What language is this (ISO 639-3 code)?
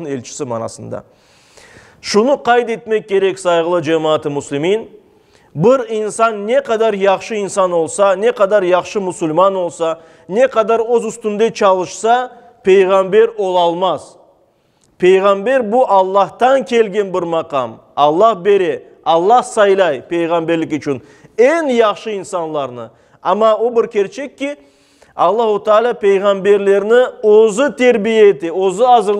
crh